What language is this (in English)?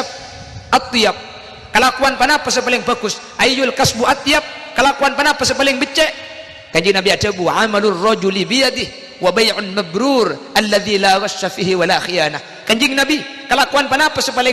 Madurese